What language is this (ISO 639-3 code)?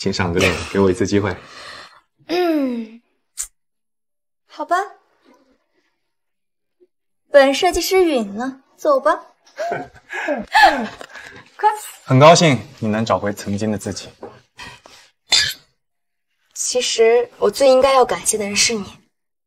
zho